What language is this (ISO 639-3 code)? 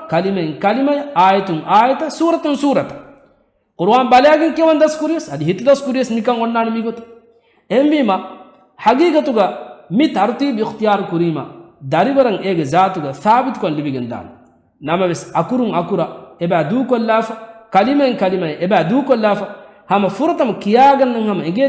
div